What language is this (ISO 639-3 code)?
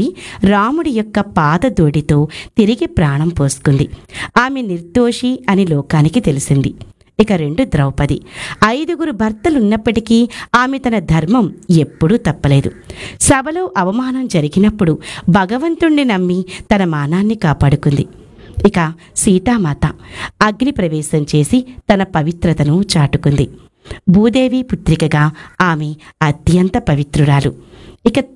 tel